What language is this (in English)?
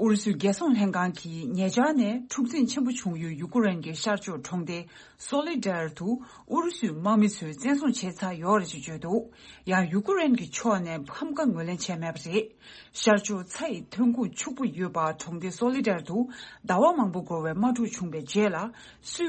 Tibetan